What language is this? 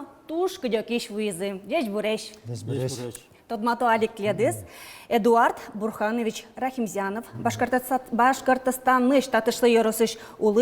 Udmurt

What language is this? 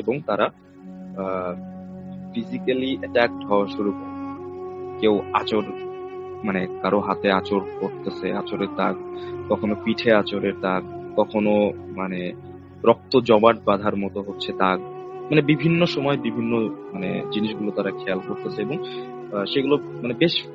Bangla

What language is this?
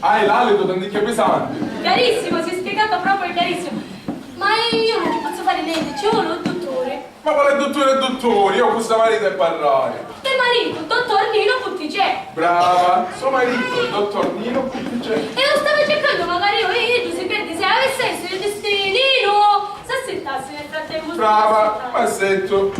Sicilian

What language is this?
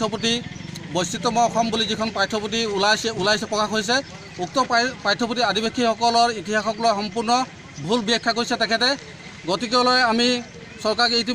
Assamese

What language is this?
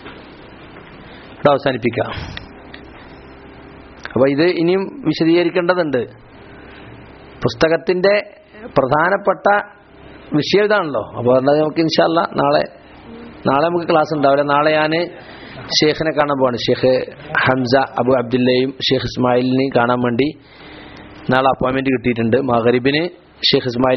Malayalam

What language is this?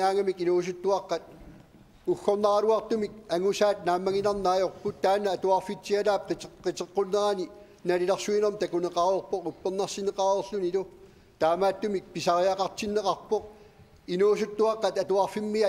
Kalaallisut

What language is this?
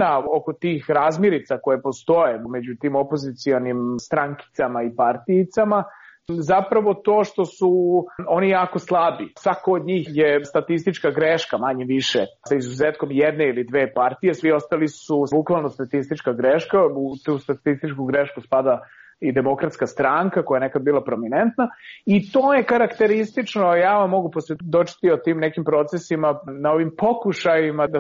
Serbian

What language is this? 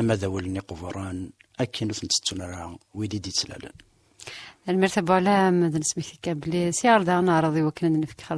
Kabyle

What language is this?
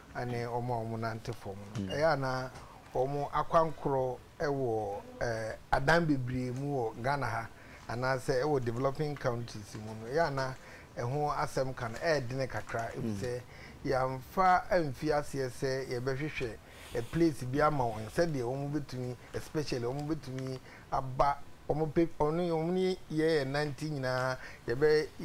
Akan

